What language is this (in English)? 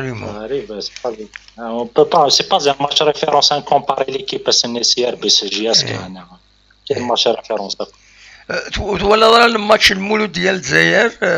Kabyle